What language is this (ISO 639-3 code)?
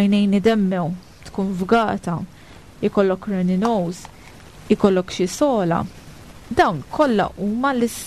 mlt